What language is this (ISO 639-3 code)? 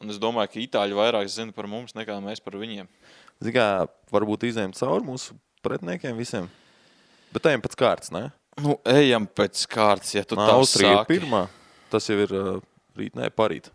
lav